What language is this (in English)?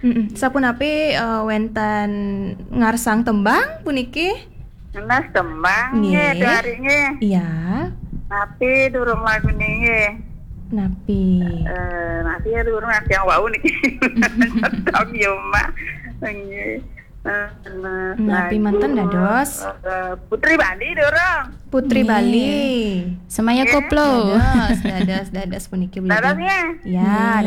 Balinese